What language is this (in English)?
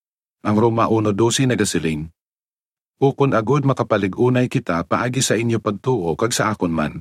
Hiligaynon